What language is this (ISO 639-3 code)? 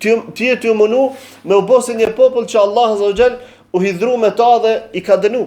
sqi